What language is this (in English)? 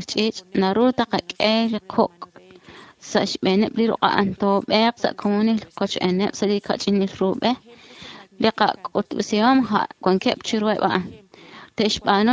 Kekchí